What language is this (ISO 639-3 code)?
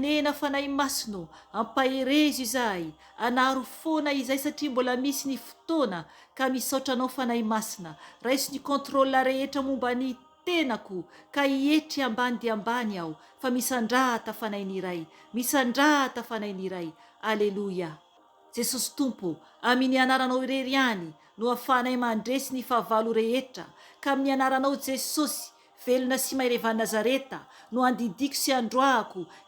mlg